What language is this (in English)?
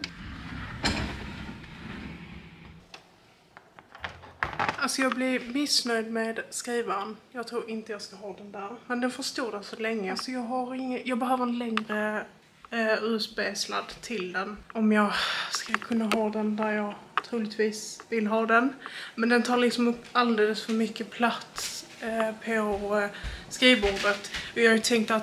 Swedish